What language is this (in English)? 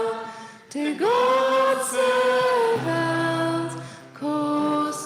Plautdietsch